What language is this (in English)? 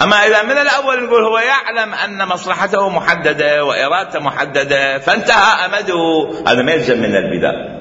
Mesopotamian Arabic